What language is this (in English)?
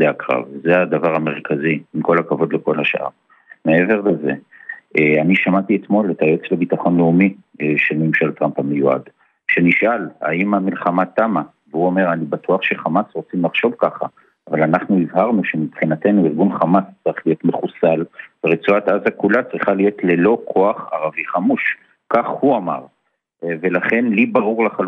Hebrew